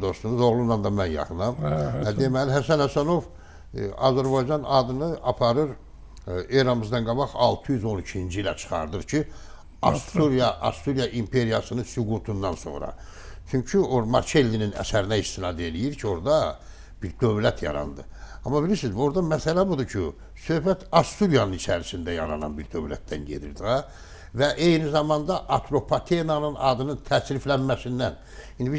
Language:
Azerbaijani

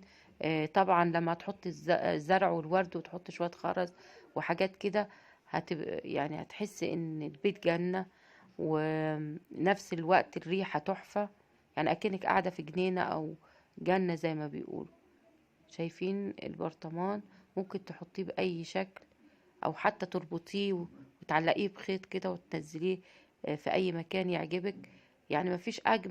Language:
Egyptian Arabic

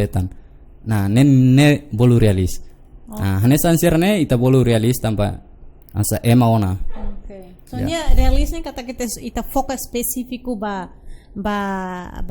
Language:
Tetum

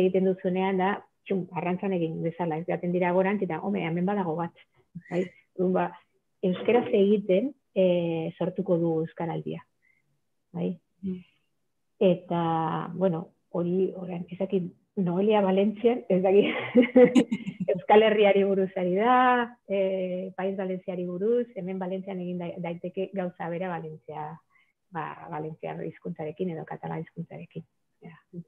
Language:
Basque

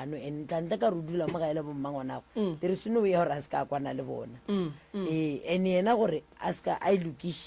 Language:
Northern Sotho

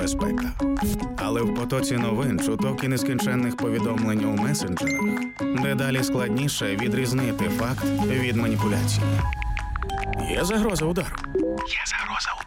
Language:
Ukrainian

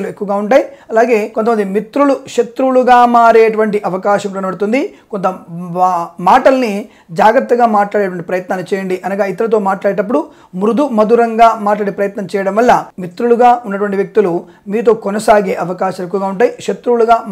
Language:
Telugu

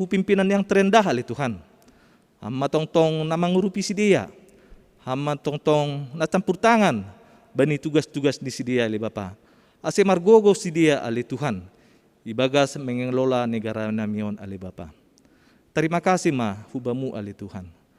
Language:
Batak Simalungun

